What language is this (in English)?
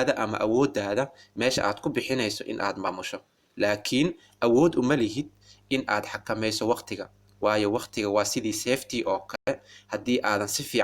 Somali